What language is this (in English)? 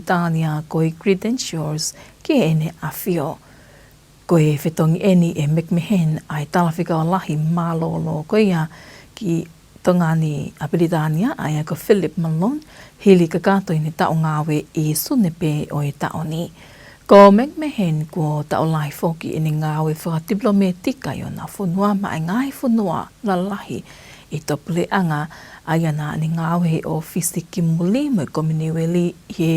Tongan